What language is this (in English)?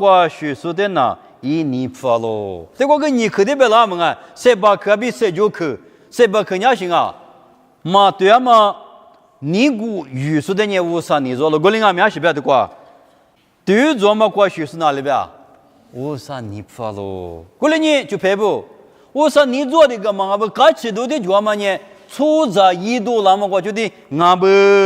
Lisu